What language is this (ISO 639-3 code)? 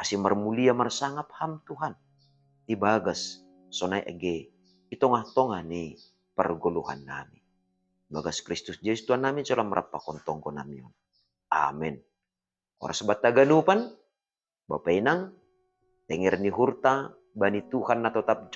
bts